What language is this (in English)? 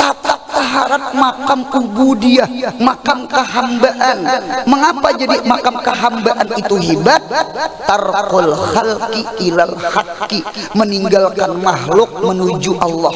Banjar